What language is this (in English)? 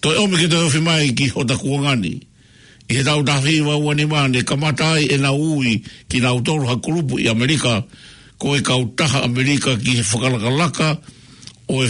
Tongan